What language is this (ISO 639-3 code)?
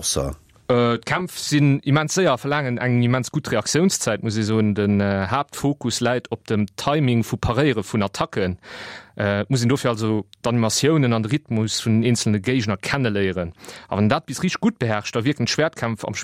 ltz